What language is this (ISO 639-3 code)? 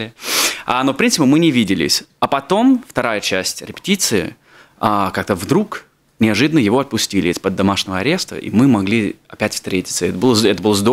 rus